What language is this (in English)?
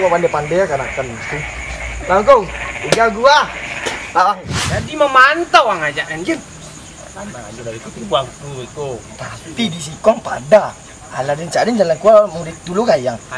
Minangkabau